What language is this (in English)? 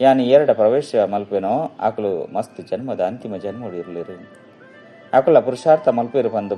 Tulu